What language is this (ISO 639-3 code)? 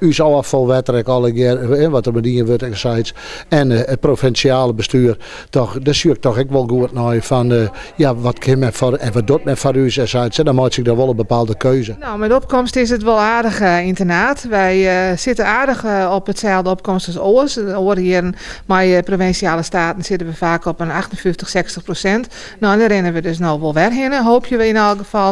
fry